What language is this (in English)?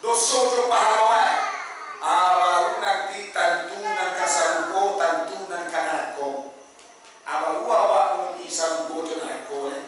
Minangkabau